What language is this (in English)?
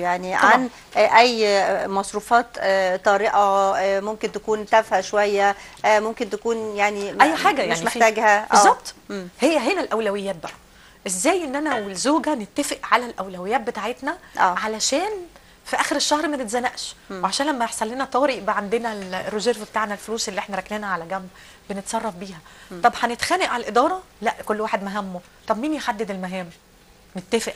Egyptian Arabic